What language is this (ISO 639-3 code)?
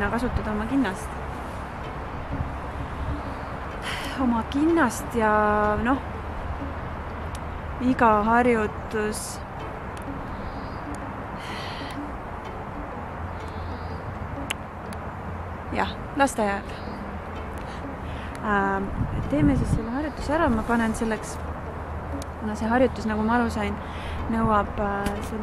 est